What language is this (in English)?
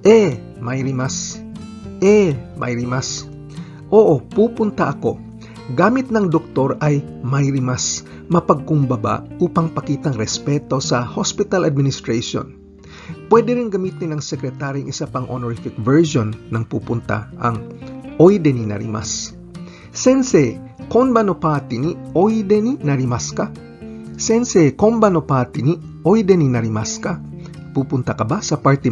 Filipino